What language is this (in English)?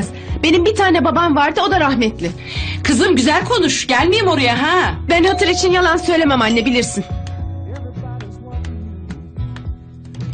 Turkish